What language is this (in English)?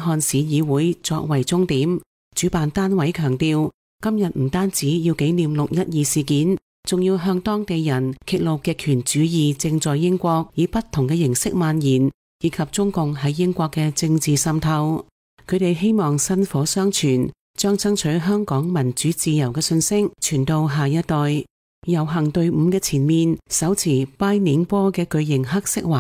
Cantonese